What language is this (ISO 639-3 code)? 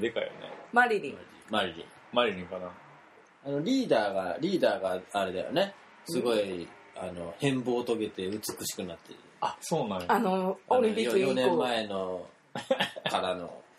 jpn